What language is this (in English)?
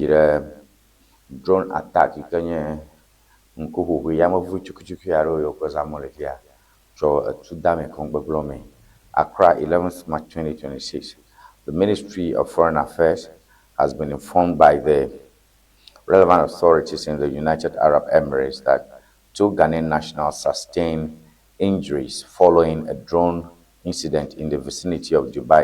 Ewe